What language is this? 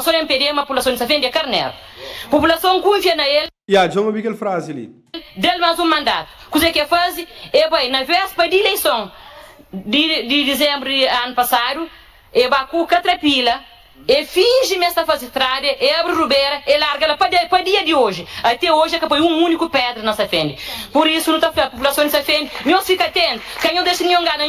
Kabuverdianu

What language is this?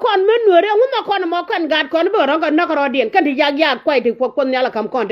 Nuer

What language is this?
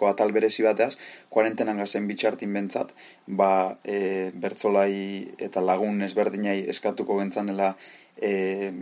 Basque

